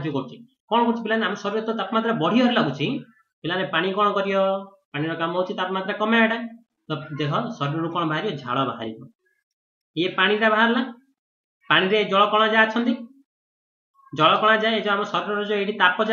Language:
Odia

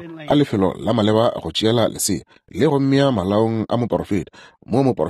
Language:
Northern Sotho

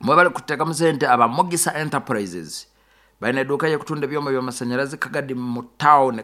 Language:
Nyankole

